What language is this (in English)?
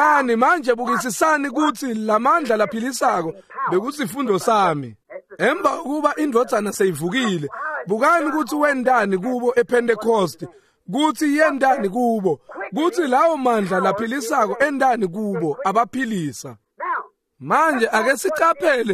Swati